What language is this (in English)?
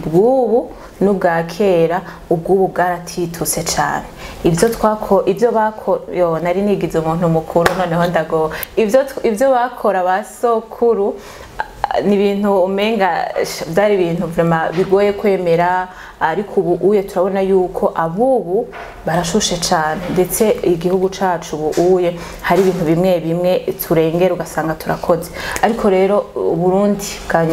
Rundi